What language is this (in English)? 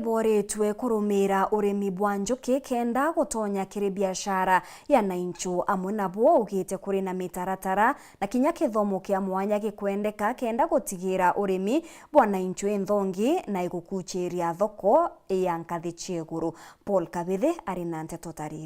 Meru